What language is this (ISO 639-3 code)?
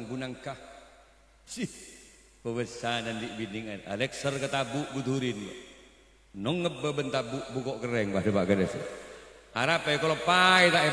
mad